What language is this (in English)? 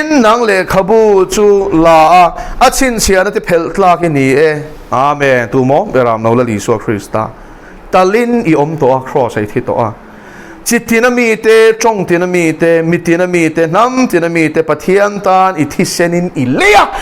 Mizo